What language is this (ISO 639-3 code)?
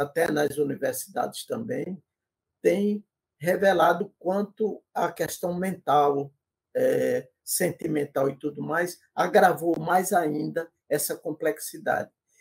por